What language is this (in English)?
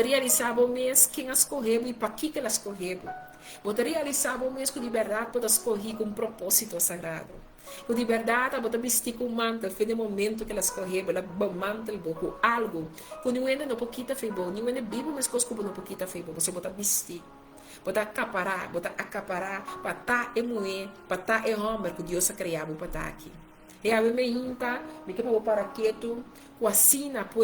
Papiamento